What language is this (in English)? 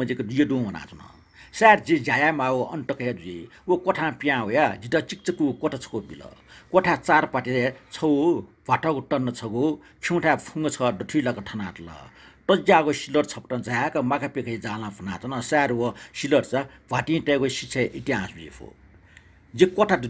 Newari